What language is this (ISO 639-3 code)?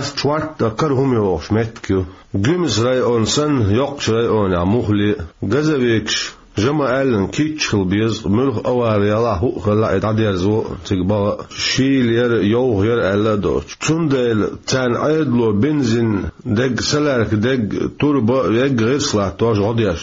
che